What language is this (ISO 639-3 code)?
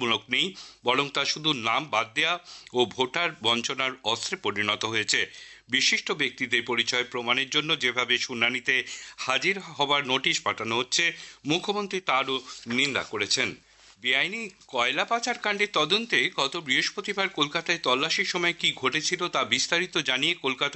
ben